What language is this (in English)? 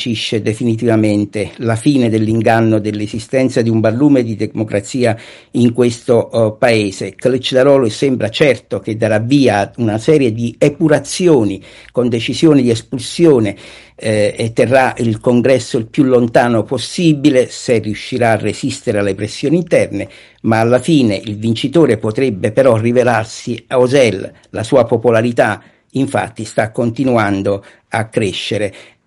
Italian